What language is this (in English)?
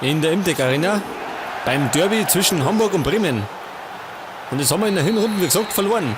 Bavarian